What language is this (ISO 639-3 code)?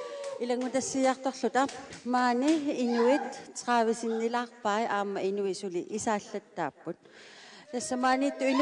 kal